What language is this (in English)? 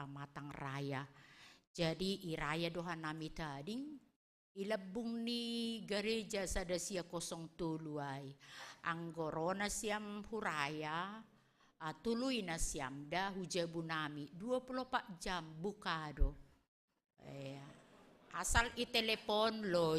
Batak Simalungun